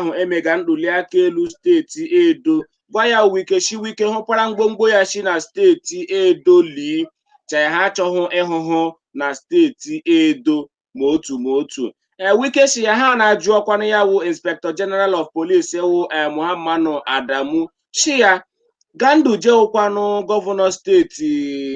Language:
Igbo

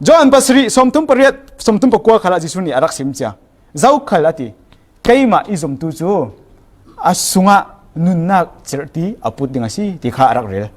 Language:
Falam Chin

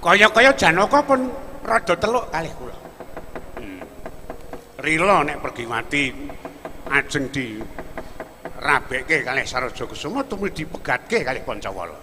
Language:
Javanese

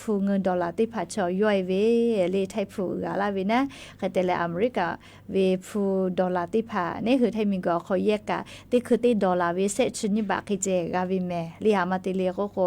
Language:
Lahu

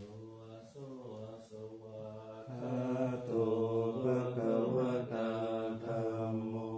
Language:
Pali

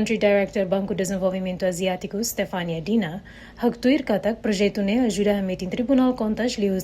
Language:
Tetum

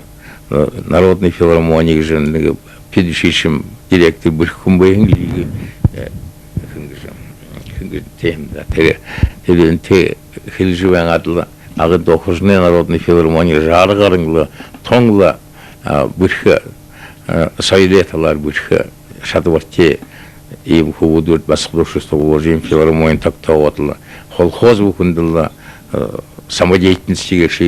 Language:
Buriat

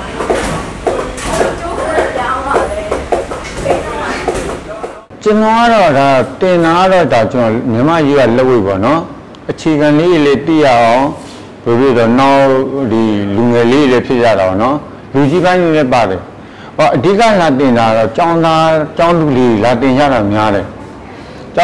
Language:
Burmese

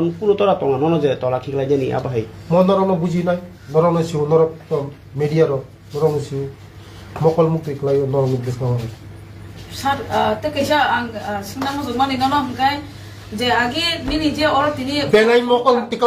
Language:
Kok Borok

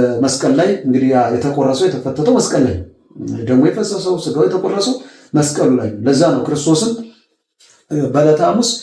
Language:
Amharic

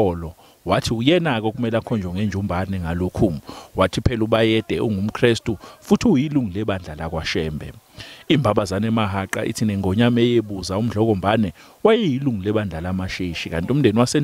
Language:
Zulu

